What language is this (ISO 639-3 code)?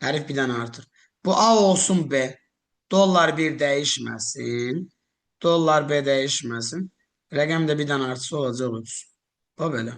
aze